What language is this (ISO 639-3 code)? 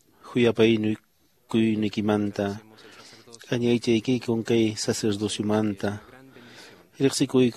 que